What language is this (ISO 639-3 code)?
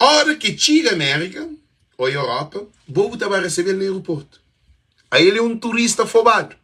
kea